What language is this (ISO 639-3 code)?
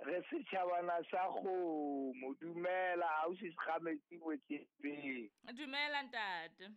sot